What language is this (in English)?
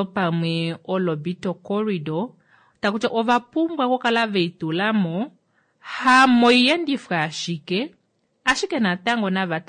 Kuanyama